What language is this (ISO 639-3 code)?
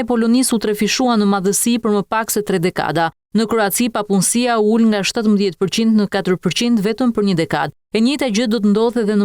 sqi